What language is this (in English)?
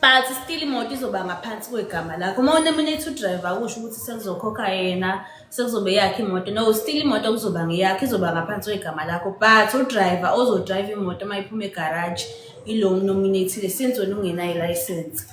Zulu